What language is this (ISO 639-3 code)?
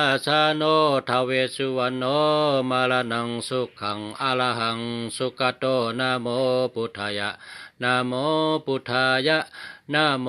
shn